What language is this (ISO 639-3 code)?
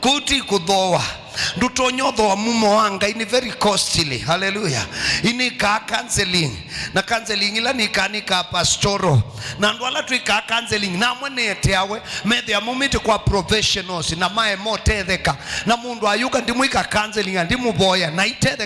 kam